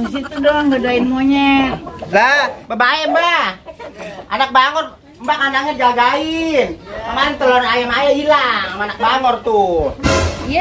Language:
Betawi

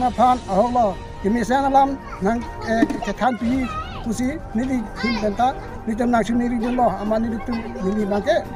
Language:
Karbi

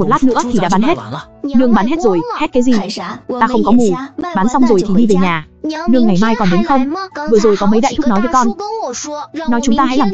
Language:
Vietnamese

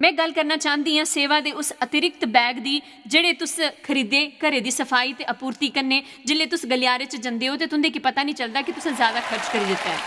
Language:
Dogri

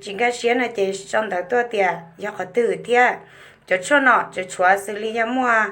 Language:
Hmong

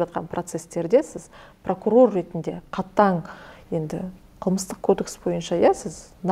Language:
Kazakh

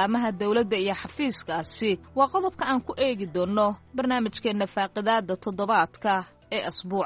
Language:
Somali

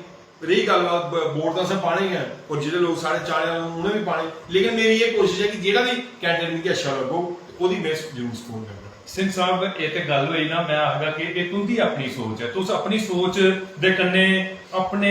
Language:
Dogri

